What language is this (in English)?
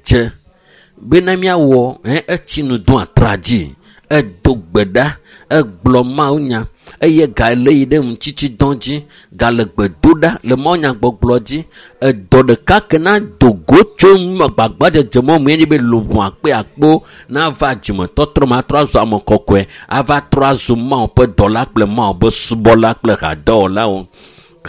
Ewe